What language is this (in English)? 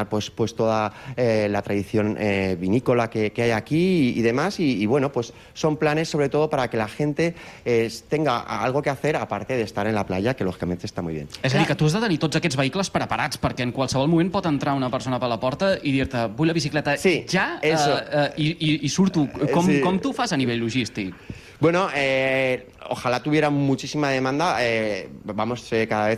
Catalan